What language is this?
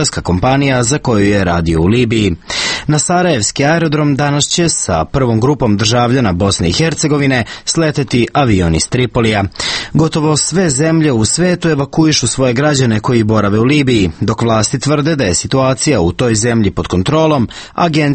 Serbian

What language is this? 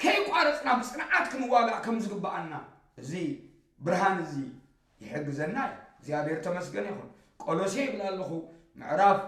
Tigrinya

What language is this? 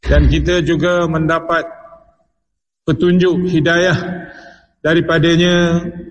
Malay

